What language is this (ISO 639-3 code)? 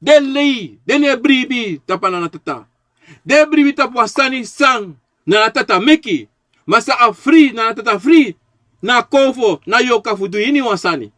srn